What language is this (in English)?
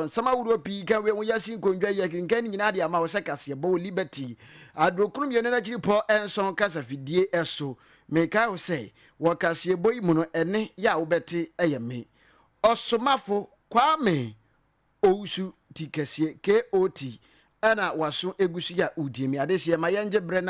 Akan